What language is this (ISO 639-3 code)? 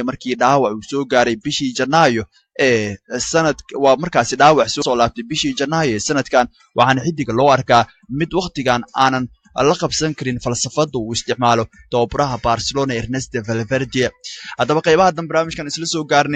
som